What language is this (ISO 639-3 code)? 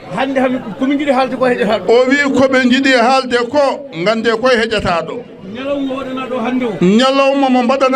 ful